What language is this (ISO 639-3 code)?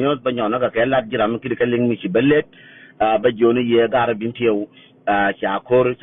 nus